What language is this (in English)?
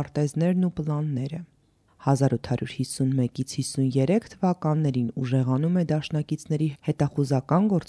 Armenian